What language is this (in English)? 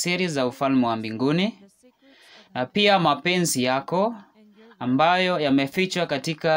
Swahili